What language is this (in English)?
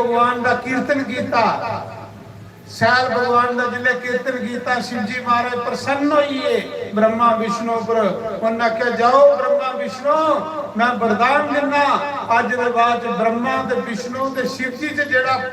Dogri